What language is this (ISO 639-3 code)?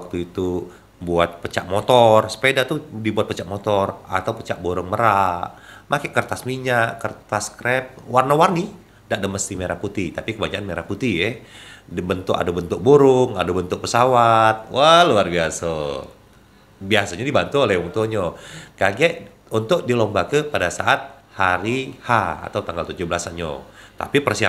mui